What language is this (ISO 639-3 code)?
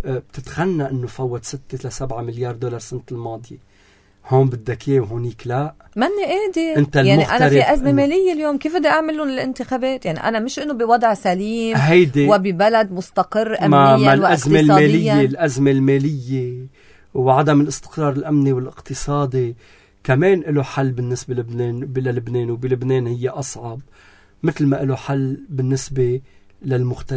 apc